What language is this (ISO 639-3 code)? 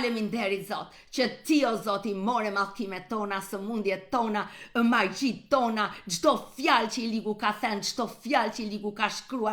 sqi